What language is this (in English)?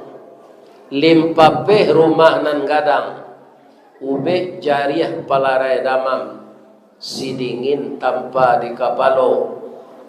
Minangkabau